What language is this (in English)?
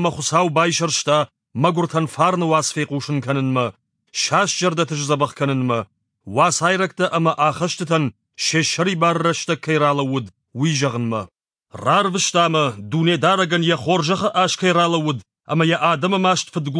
Ossetic